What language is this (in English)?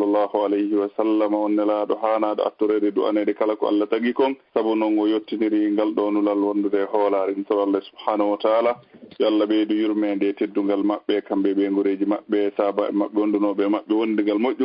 Fula